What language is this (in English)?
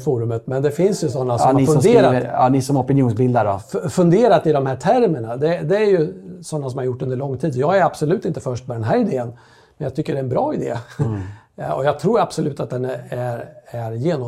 Swedish